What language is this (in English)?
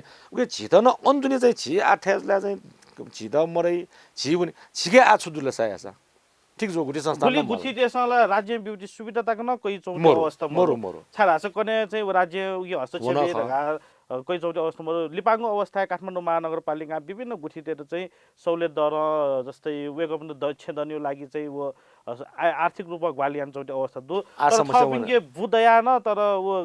Newari